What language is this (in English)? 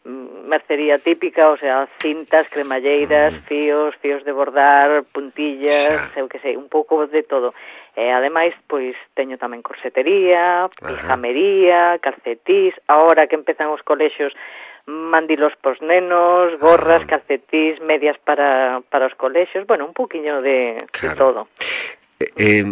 Galician